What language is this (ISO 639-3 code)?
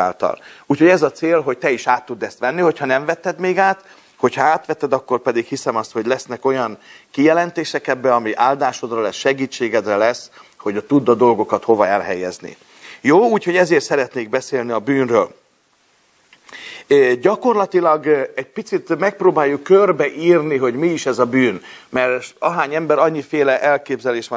hun